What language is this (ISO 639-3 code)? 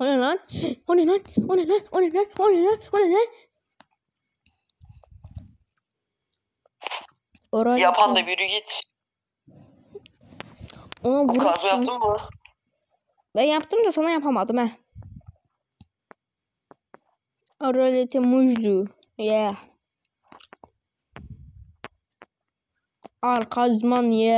tur